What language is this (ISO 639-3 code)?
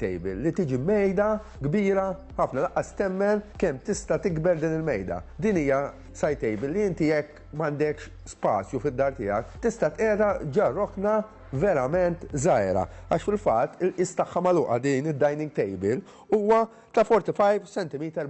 mlt